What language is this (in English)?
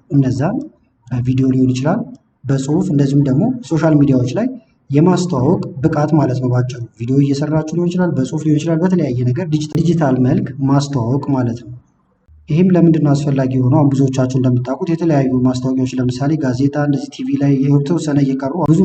Amharic